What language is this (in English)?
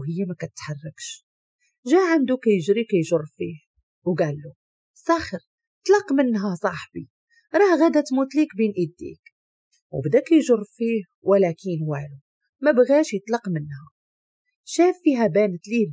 Moroccan Arabic